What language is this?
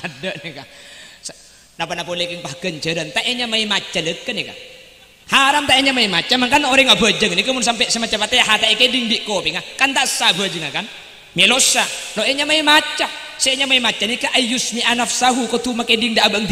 Madurese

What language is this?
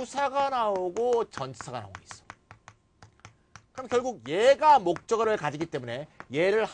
Korean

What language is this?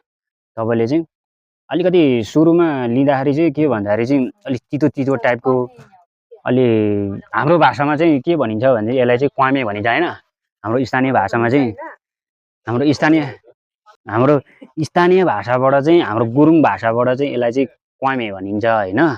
Nepali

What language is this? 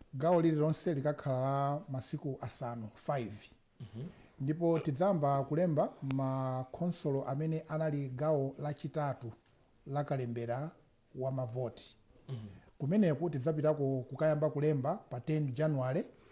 Nyanja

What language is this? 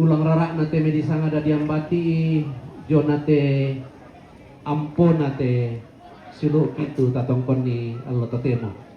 Toraja-Sa'dan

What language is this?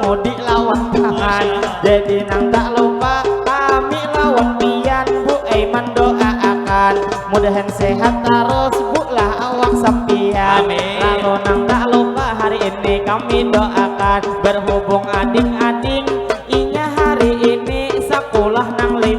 Banjar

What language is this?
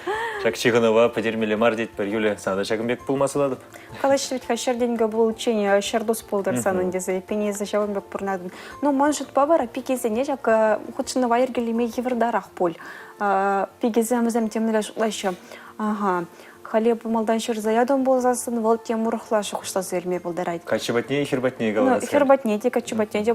Chuvash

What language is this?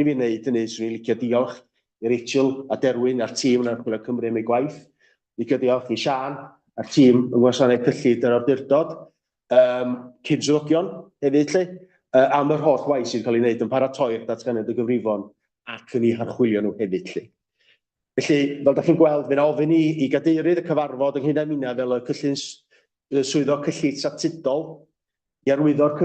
Welsh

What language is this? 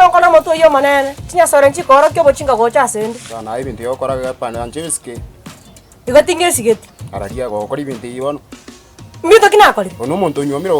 Gusii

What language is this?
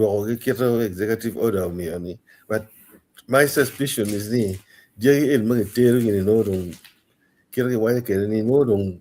Acoli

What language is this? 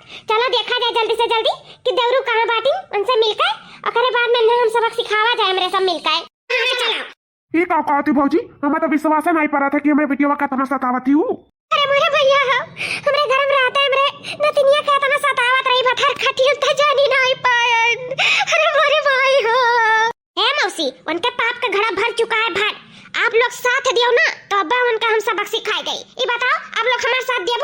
Awadhi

